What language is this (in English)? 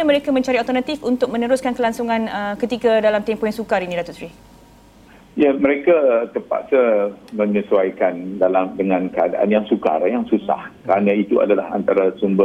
Malay